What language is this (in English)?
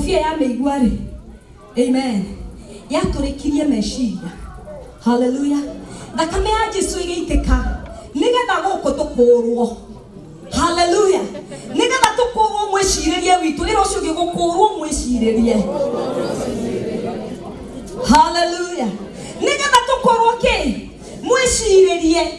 Kikuyu